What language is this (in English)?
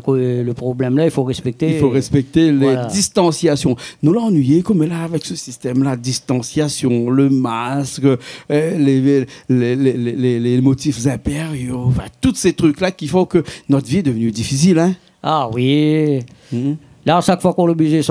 Réunion Creole French